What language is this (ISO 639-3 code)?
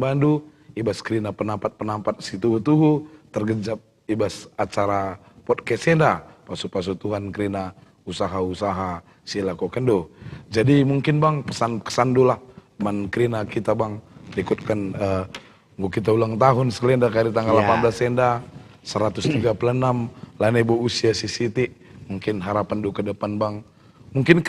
btx